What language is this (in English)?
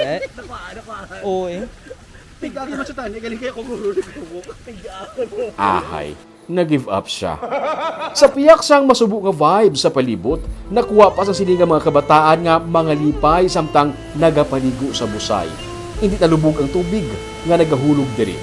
Hiligaynon